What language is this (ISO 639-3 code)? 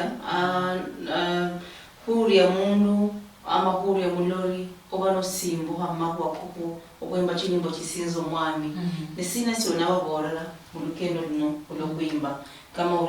luy